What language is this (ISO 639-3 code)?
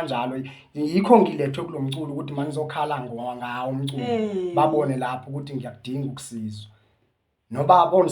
zul